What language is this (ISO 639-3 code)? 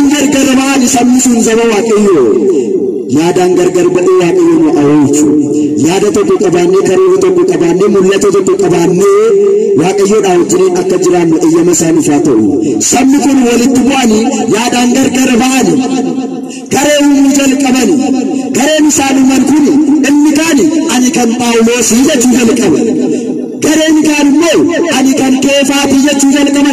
orm